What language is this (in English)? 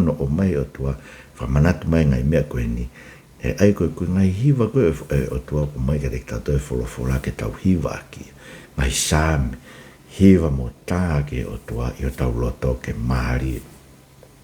Tongan